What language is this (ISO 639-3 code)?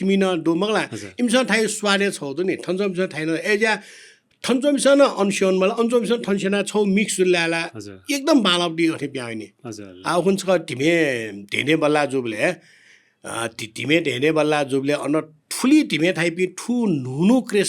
new